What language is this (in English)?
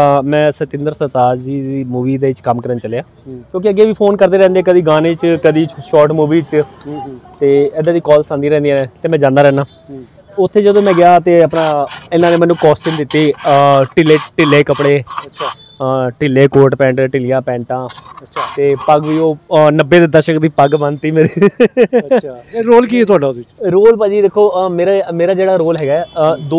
Punjabi